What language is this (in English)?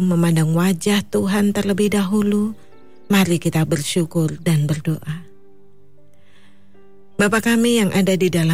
Indonesian